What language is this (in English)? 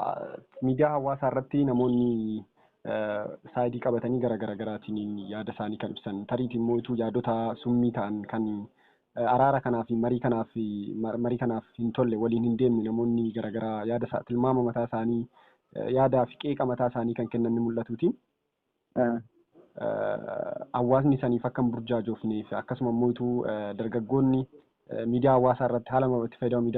Oromo